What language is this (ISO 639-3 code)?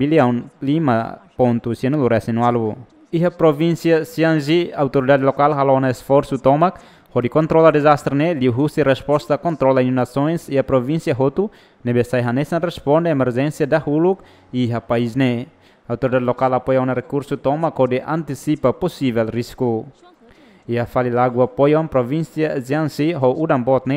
tet